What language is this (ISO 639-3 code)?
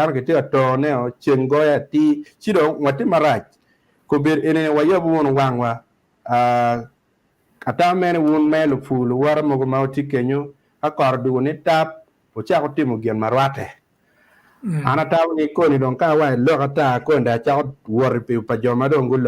ach